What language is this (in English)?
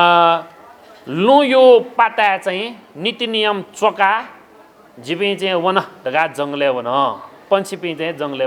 Newari